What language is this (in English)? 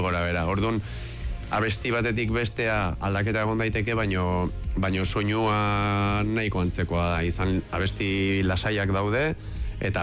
Basque